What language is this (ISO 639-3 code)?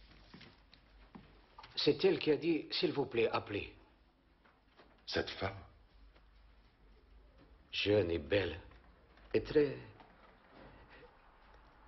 fra